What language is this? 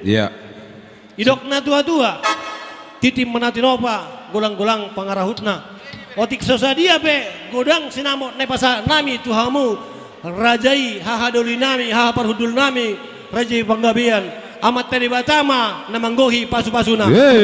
Batak Toba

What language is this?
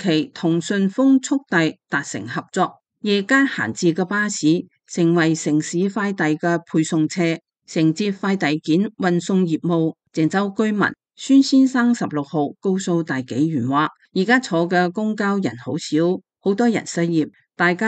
Cantonese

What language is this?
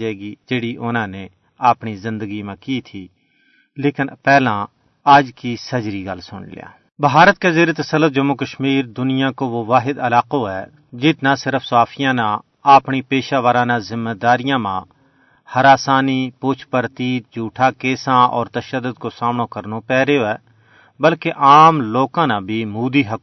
Gujari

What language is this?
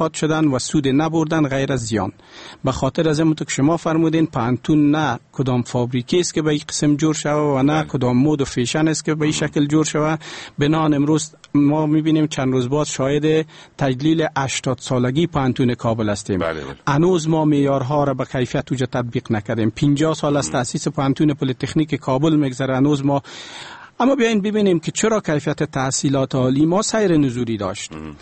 Persian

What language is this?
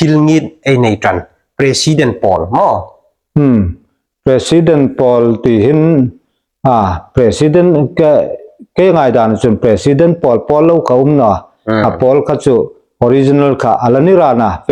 Hmar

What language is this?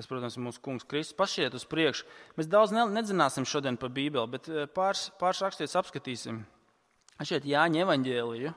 Latvian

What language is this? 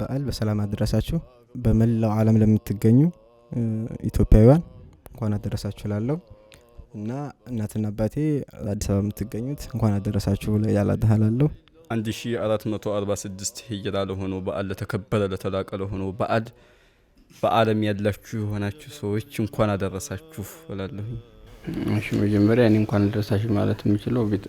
Amharic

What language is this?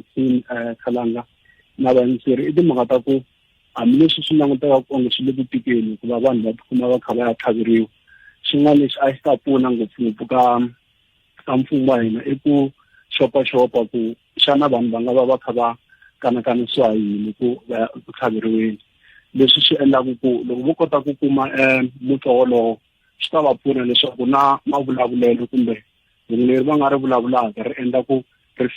Tsonga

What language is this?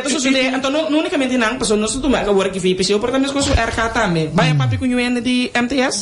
Papiamento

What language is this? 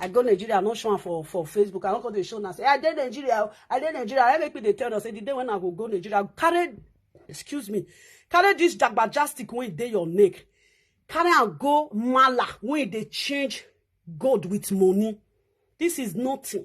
Nigerian Pidgin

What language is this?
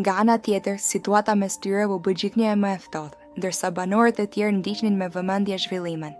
Albanian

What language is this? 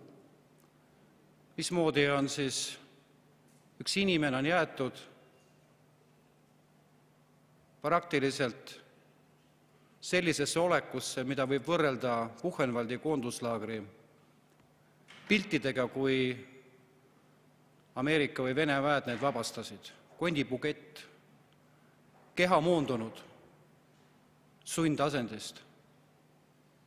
Estonian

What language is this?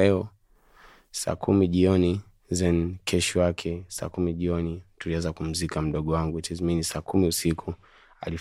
Swahili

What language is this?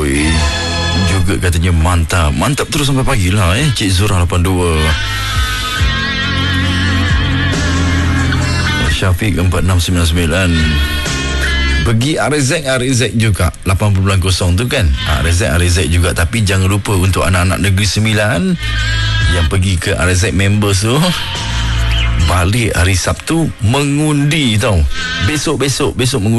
Malay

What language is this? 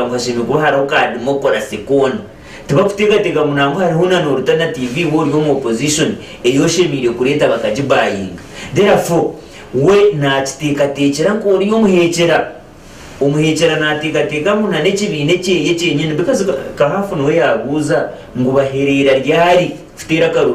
Nyankole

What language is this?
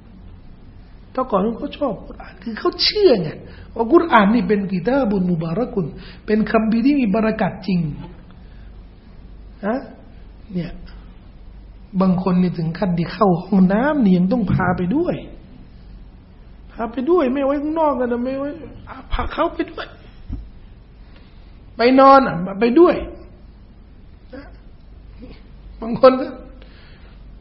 Thai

